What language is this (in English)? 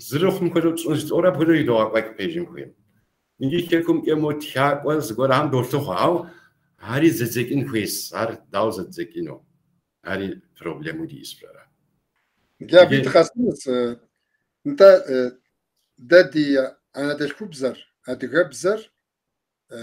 Kabardian